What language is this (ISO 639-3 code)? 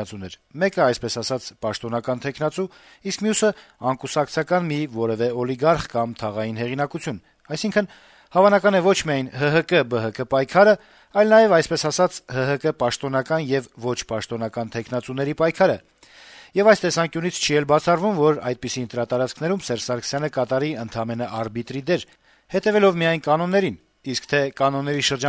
hye